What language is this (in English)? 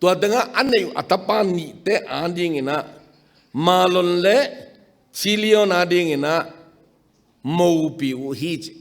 Tedim Chin